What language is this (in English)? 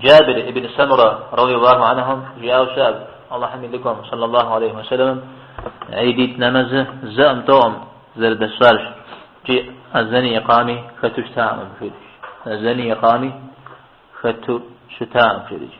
Kabardian